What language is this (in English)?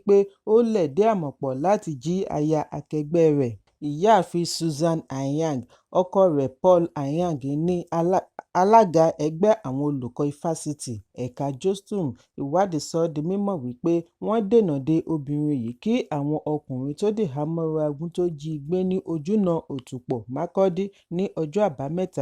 Yoruba